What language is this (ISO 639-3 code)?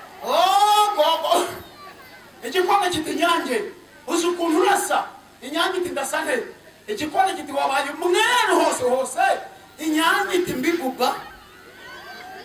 kin